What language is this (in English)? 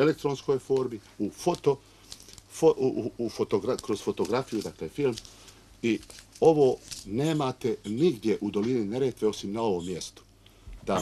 Bosnian